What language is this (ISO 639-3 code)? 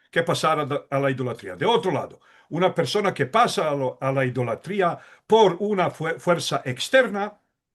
lad